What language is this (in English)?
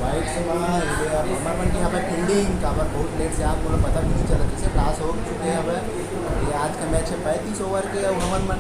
Chhattisgarhi